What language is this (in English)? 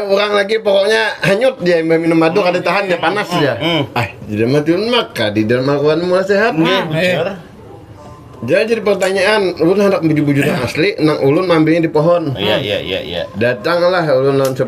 Banjar